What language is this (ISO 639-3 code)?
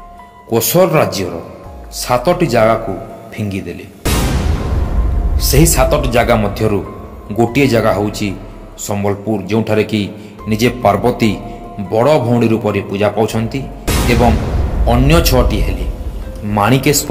ori